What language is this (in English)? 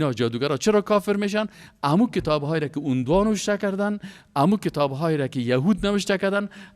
Persian